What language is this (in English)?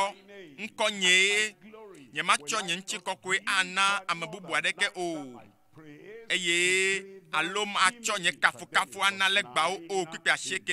Ewe